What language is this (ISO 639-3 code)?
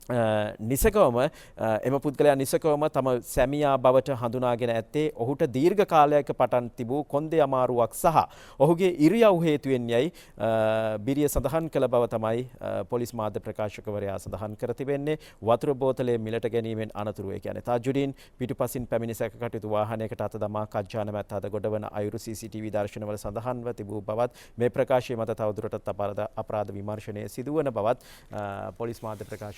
sin